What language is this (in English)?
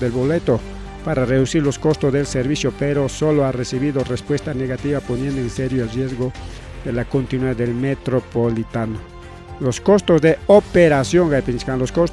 Ayacucho Quechua